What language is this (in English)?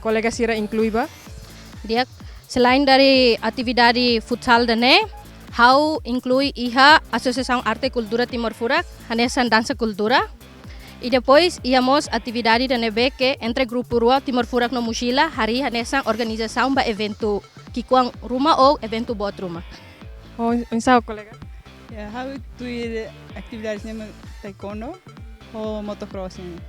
Tetum